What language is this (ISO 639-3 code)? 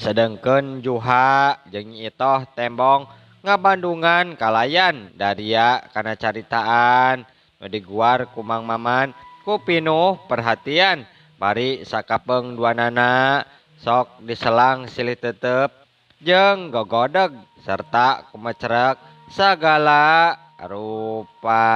sun